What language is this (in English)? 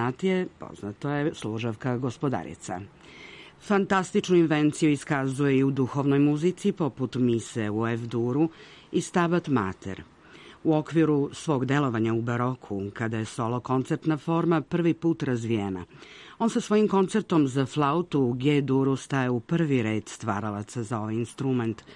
Serbian